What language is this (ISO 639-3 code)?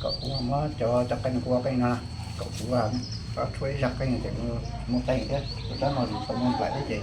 hmn